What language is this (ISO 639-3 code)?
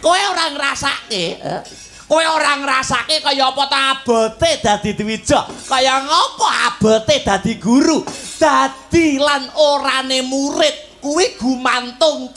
jav